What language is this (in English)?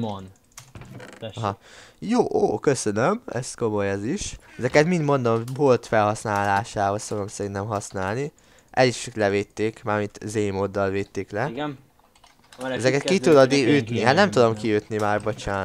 Hungarian